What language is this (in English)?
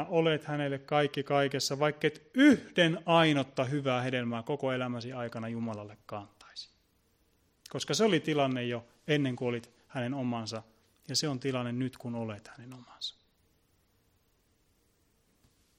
Finnish